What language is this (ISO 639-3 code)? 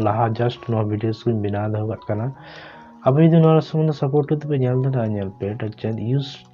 sat